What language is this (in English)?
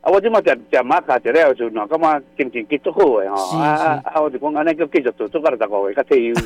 Min Nan Chinese